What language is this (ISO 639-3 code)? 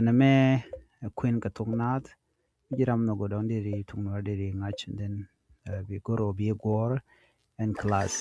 nus